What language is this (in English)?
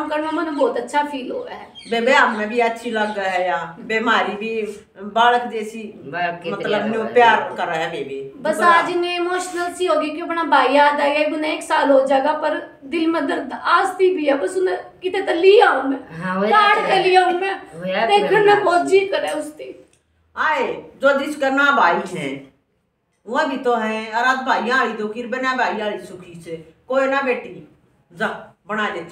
Haryanvi